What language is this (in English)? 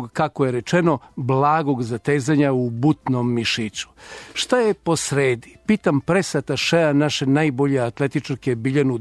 Serbian